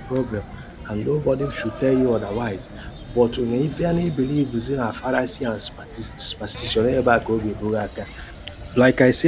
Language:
Igbo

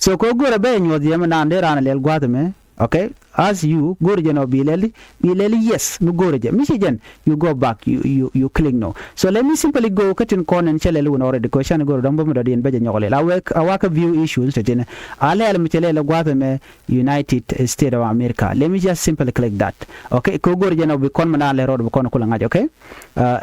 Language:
Nuer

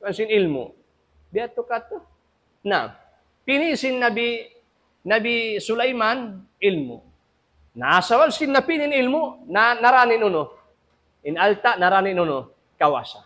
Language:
Tausug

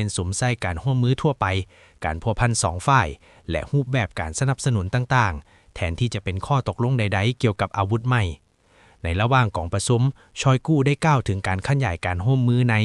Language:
Lao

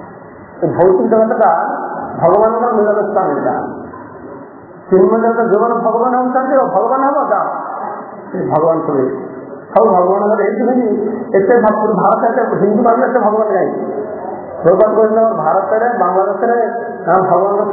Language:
Odia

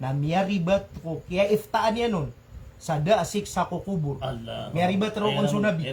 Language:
Maranao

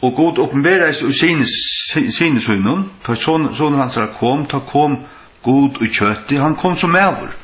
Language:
Faroese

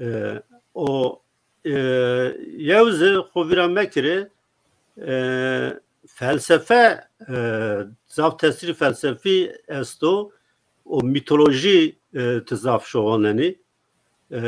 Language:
Zaza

